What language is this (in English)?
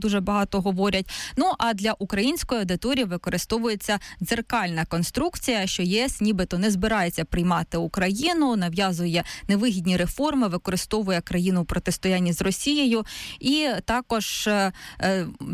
Ukrainian